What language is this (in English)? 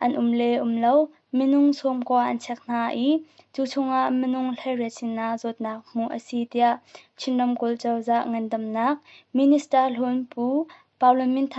Hakha Chin